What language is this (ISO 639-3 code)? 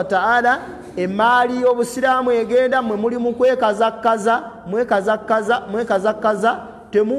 lug